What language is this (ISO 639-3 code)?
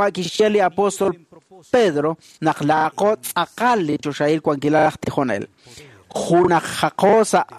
kek